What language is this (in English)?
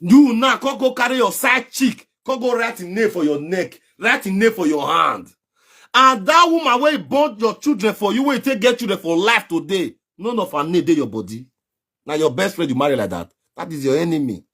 Nigerian Pidgin